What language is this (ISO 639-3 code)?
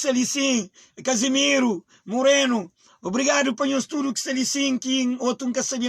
kea